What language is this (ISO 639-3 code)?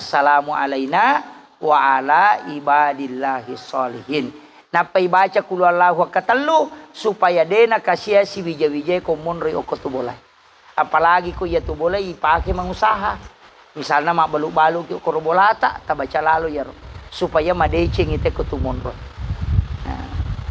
bug